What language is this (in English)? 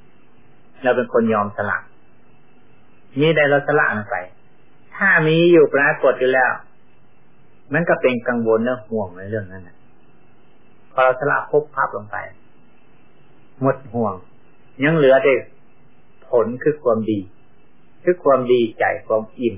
Thai